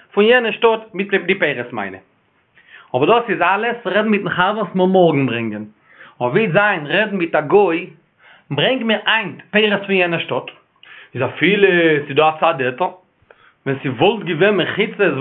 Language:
Yiddish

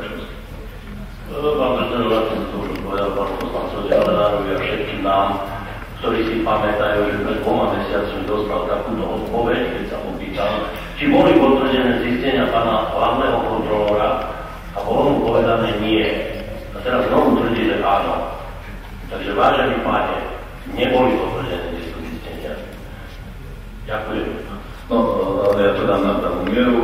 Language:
Slovak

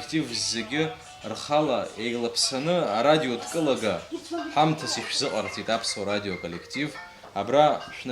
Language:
Abkhazian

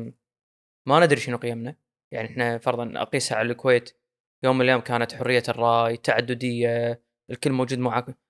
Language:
Gulf Arabic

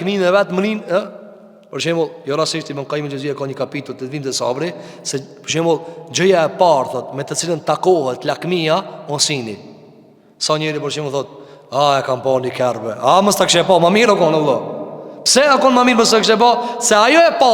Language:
Albanian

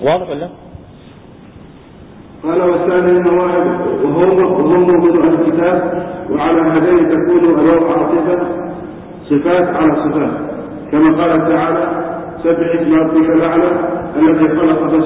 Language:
Arabic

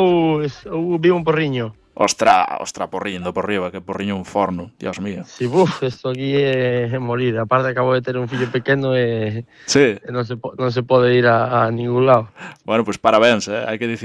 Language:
Galician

